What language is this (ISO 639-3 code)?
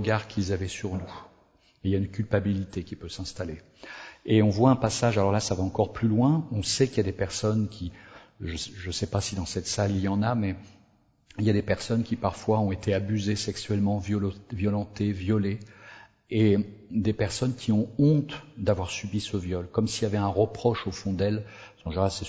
fra